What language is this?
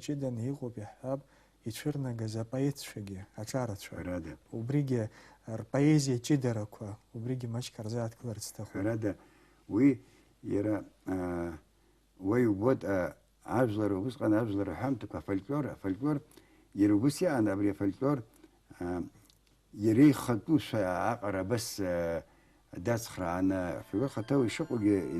Abkhazian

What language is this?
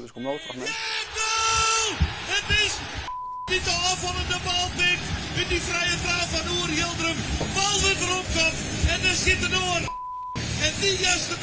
Western Frisian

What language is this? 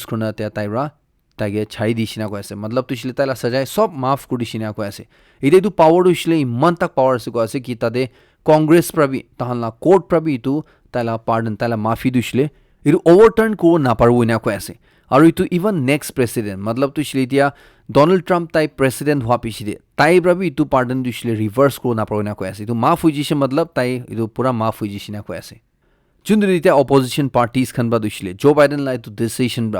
Naga Pidgin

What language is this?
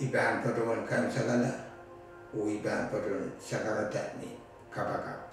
Pohnpeian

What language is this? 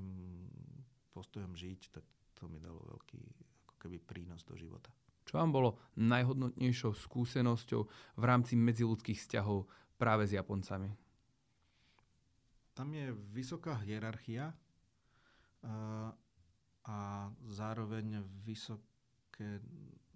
Slovak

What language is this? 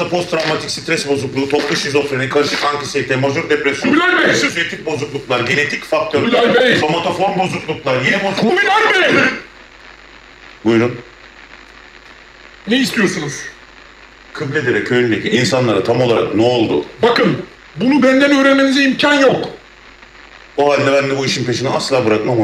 Turkish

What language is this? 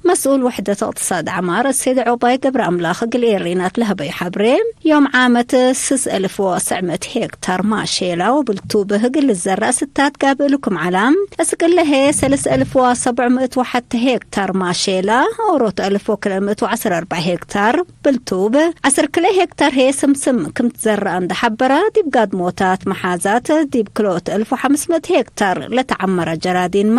Tigre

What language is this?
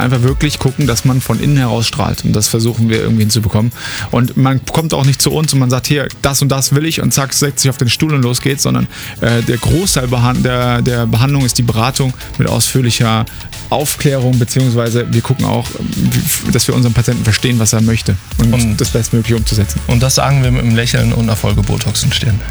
German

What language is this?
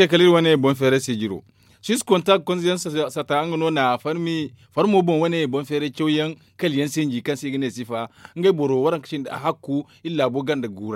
Zarma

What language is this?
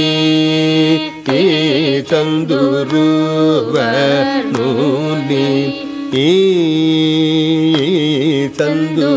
Telugu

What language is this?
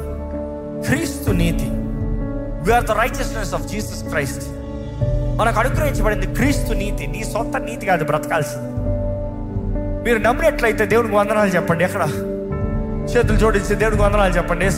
Telugu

